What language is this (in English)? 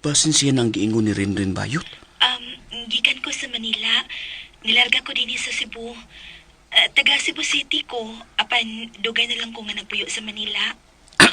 Cebuano